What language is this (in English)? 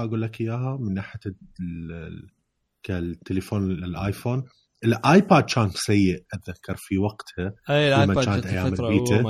Mesopotamian Arabic